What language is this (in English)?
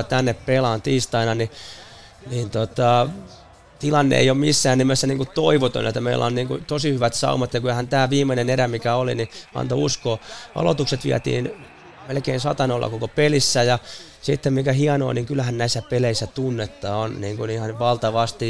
Finnish